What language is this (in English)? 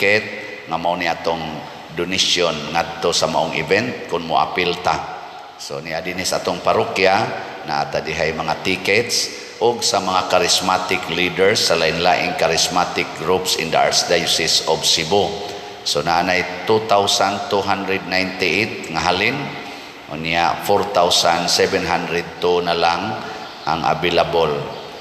Cebuano